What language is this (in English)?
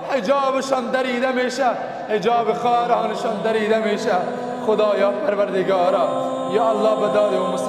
Persian